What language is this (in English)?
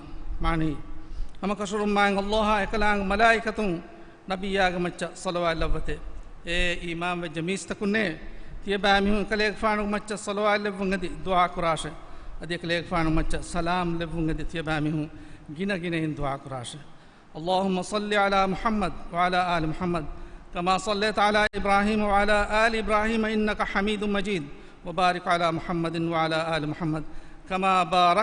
Divehi